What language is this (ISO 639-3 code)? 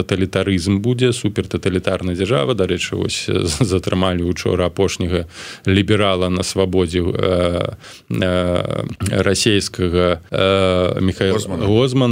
bel